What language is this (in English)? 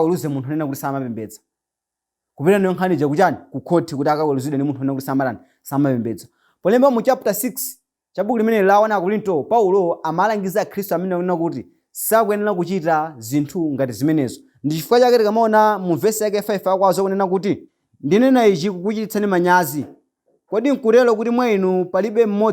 Nyanja